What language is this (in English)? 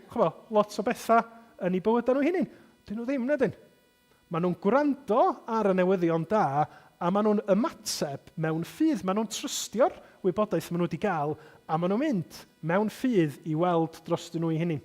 Welsh